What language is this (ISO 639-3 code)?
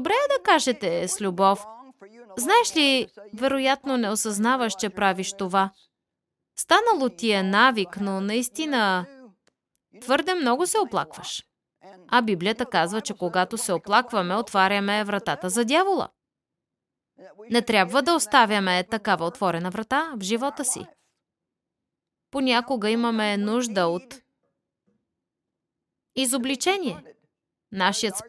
bul